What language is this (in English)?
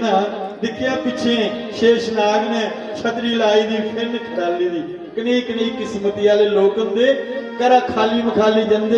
Dogri